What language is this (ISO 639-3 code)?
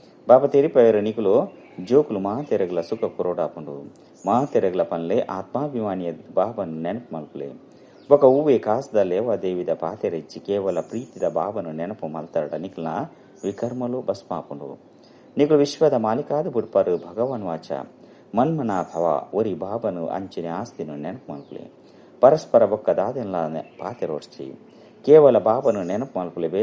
tcy